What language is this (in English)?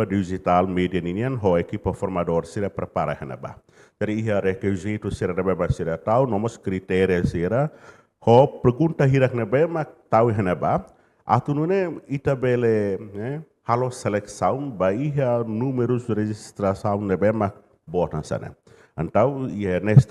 Tetum